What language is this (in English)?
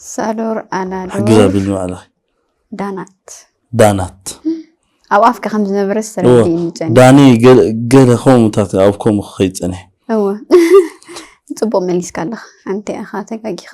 Tigrinya